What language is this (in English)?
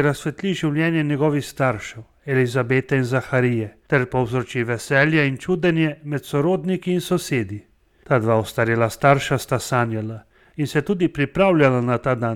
Slovenian